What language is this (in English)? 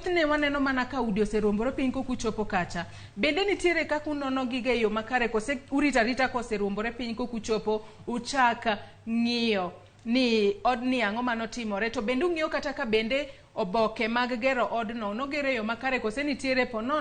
Luo (Kenya and Tanzania)